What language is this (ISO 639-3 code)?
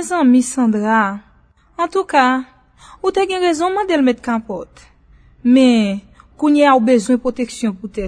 hat